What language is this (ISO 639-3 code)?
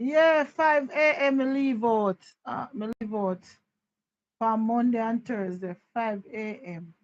jam